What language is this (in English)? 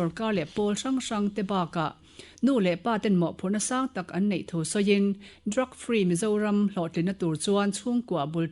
Mizo